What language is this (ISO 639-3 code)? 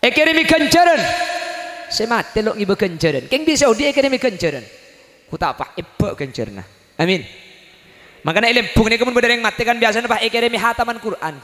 mad